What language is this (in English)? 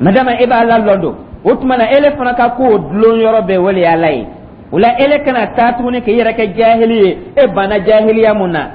Dyula